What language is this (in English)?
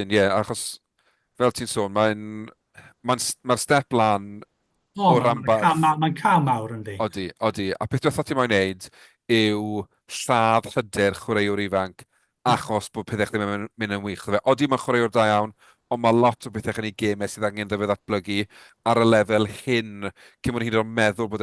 Welsh